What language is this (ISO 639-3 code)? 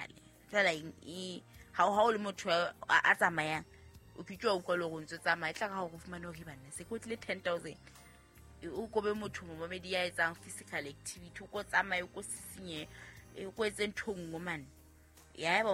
sot